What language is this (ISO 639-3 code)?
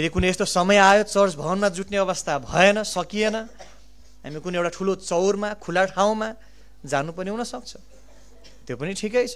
nep